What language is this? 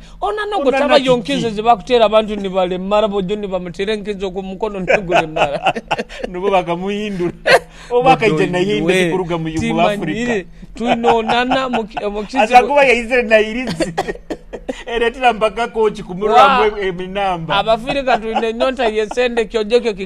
Nyoro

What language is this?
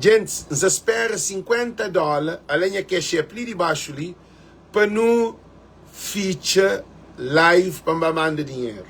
Kabuverdianu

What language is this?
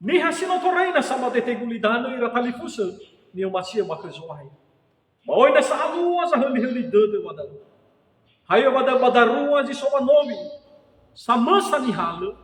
Nias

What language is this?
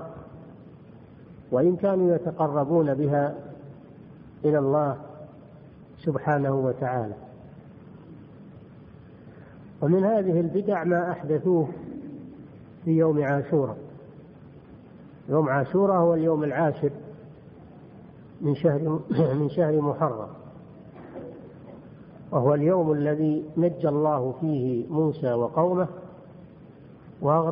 Arabic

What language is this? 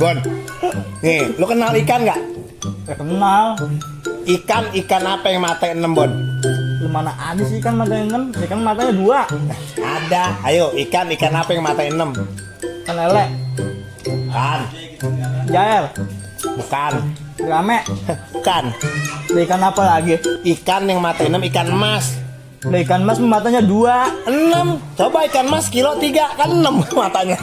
Betawi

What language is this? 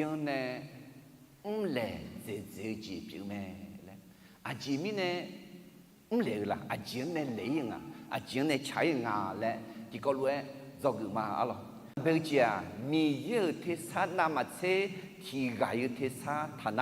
Akha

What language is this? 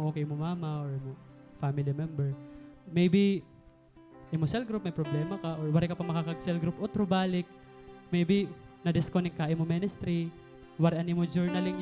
Waray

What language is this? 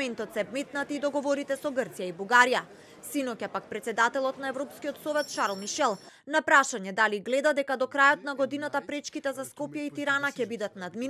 Macedonian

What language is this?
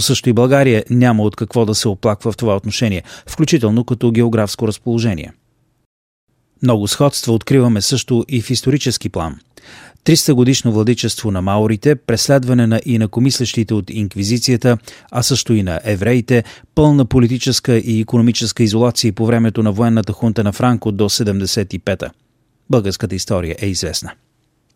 Bulgarian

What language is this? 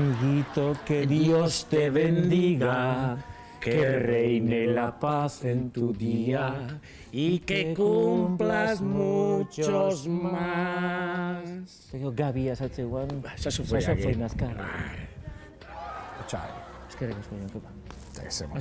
Basque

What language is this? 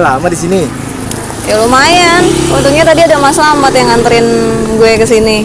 Betawi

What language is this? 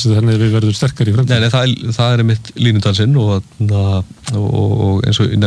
Icelandic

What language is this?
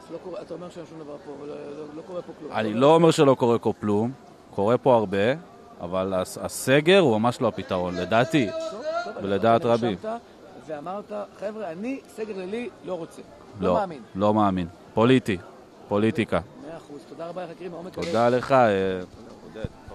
Hebrew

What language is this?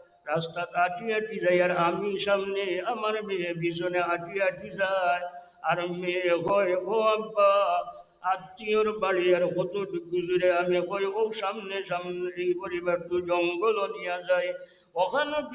Sylheti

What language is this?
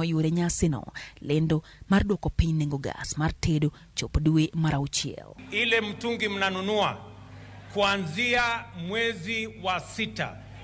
Luo (Kenya and Tanzania)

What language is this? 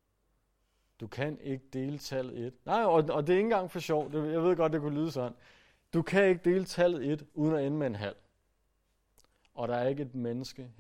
Danish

